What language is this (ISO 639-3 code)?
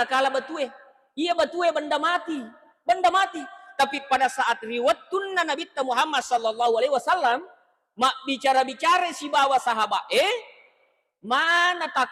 bug